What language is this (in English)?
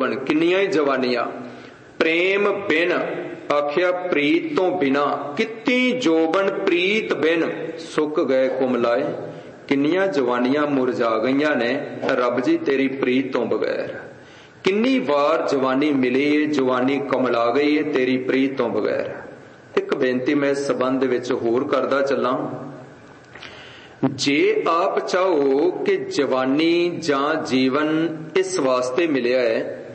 Punjabi